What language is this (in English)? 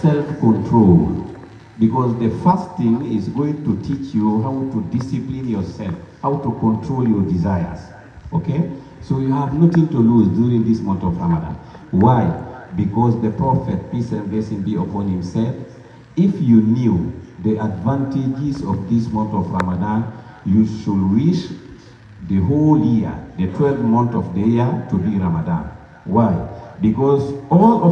Pular